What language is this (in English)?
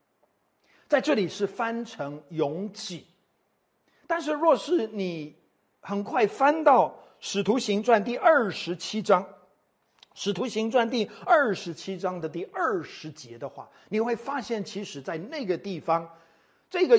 Chinese